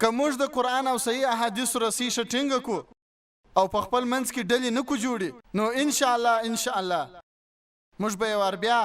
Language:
Pashto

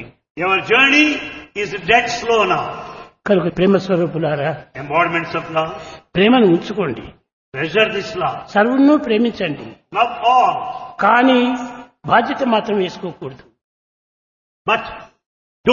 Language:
Telugu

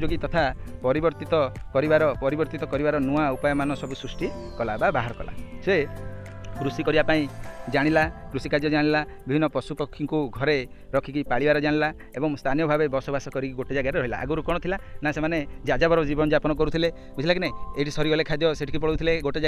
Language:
Odia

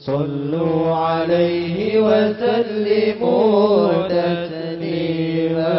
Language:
Madurese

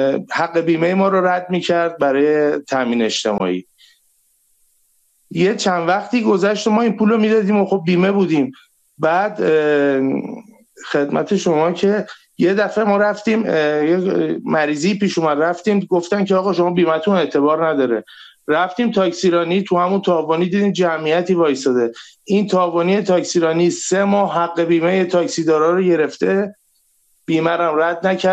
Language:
Persian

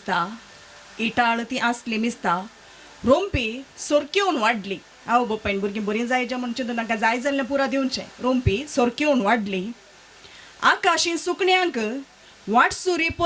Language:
Konkani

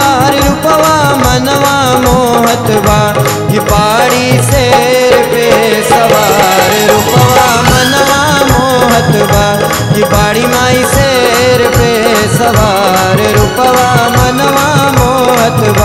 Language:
Bhojpuri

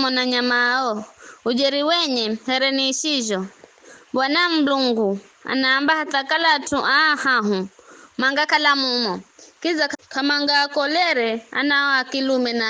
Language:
Giryama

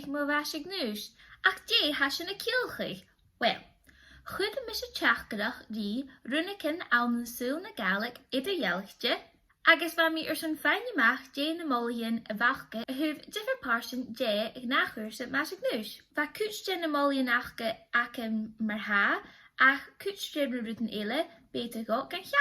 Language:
Scottish Gaelic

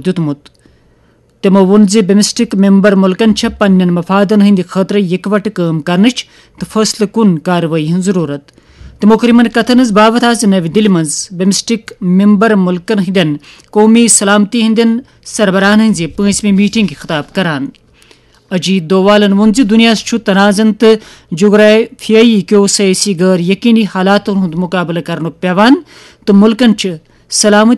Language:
Kashmiri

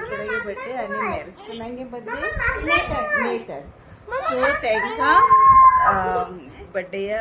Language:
Konkani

